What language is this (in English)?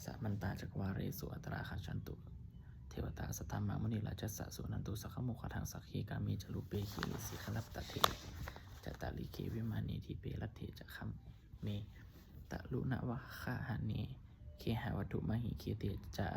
Pali